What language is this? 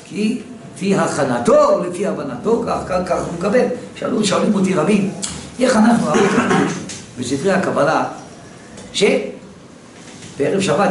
Hebrew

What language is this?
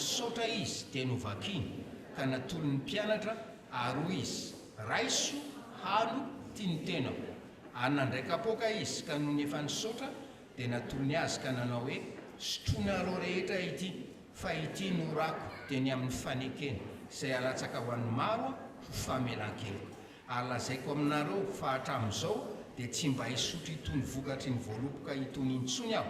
Malagasy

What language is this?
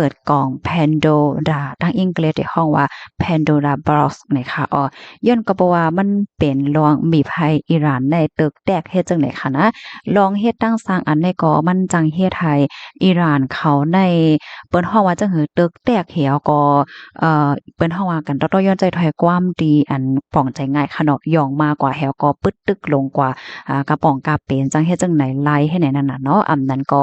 Shan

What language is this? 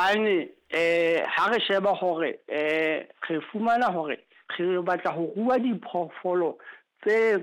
Southern Sotho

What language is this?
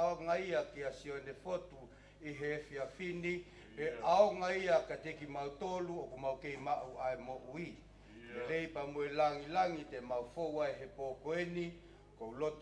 Tongan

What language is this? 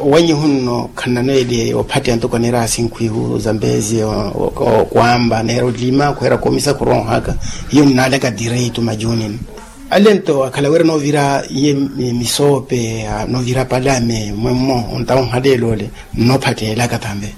Makhuwa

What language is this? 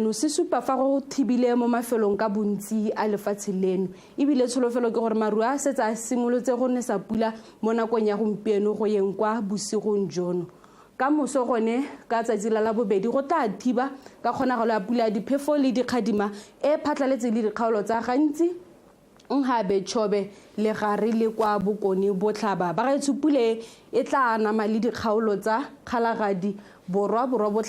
Tswana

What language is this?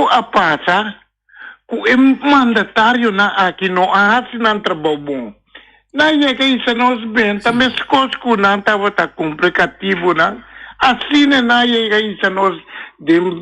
Papiamento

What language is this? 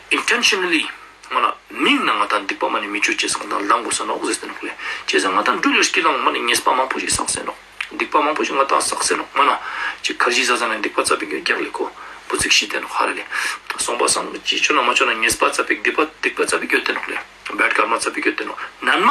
Ladakhi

